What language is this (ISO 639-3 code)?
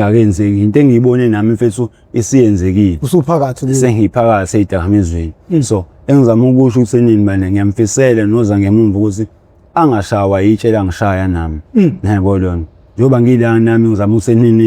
zul